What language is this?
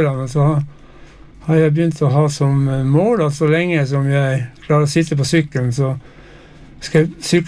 Norwegian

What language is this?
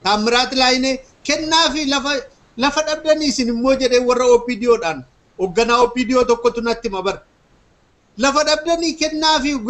Oromo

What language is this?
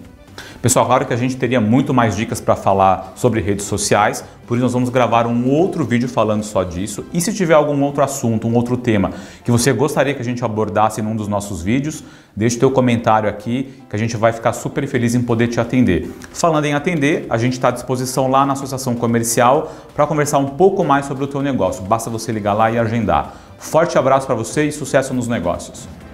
Portuguese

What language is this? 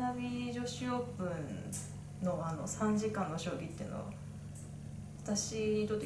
Japanese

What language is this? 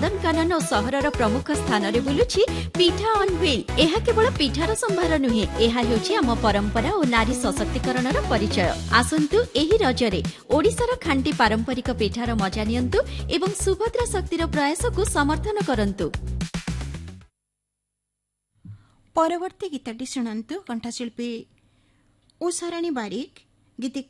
Odia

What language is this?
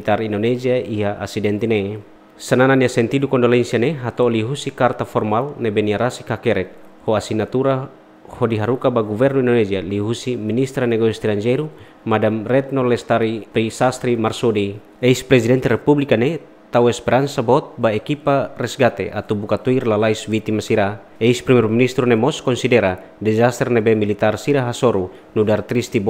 Tetum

